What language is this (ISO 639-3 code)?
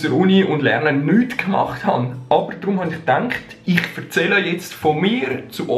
gsw